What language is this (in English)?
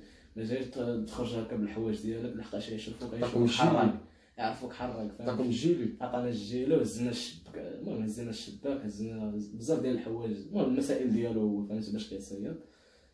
Moroccan Arabic